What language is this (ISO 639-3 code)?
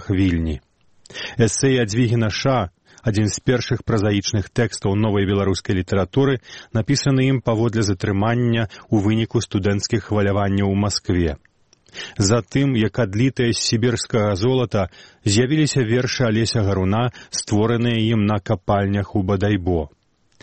bel